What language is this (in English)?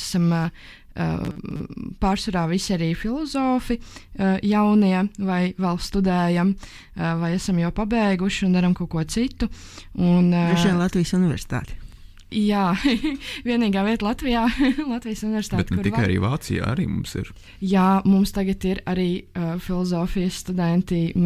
Latvian